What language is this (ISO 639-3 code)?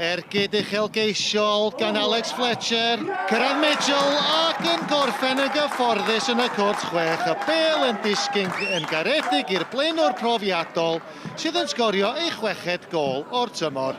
cym